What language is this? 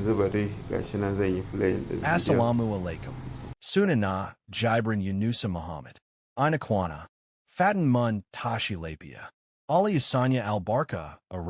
Hausa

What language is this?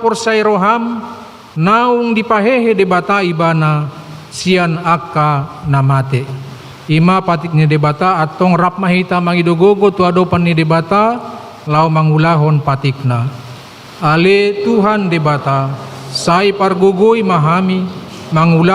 Batak Toba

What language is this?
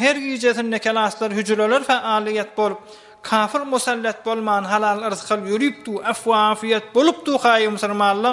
Turkmen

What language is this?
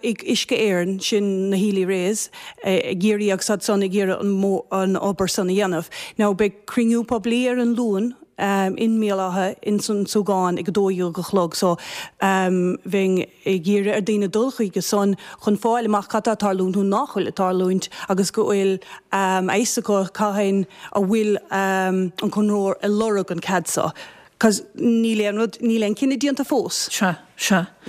Irish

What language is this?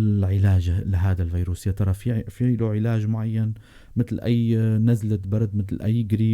North Levantine Arabic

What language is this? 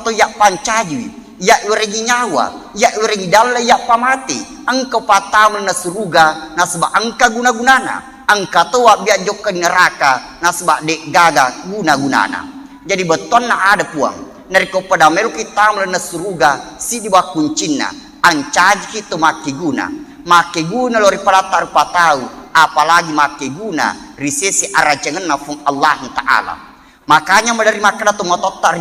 Buginese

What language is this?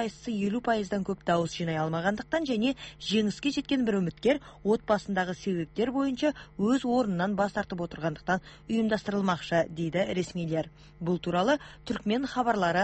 Kazakh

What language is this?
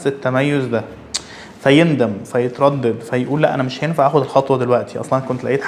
Egyptian Arabic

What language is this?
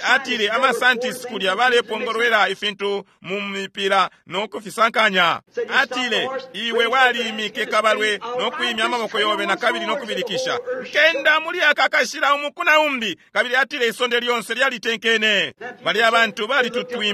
Bemba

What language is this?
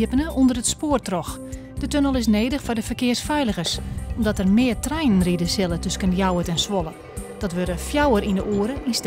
Western Frisian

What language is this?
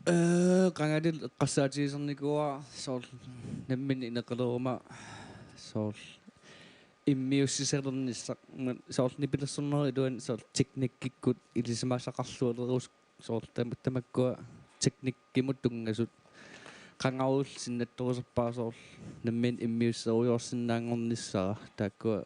Kalaallisut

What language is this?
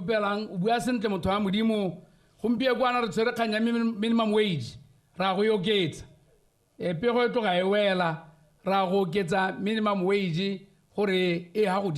Tswana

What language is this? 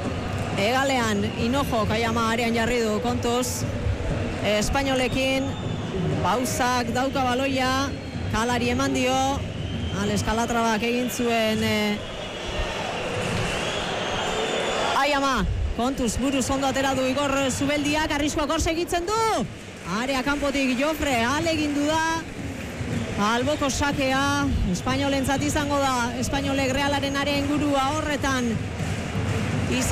Basque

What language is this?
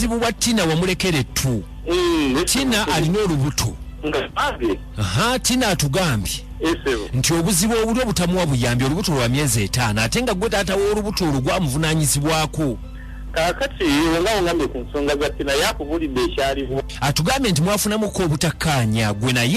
Ganda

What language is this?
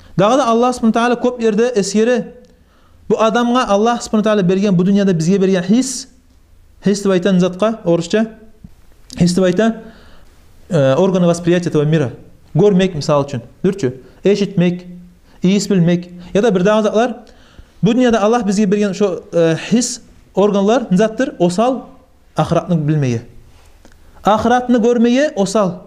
Kumyk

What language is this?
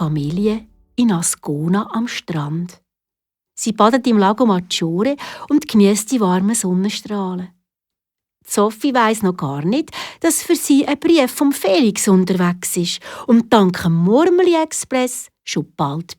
Swiss German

